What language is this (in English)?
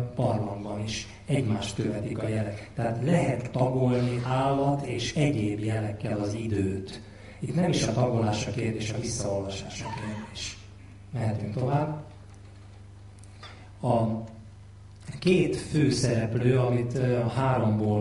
Hungarian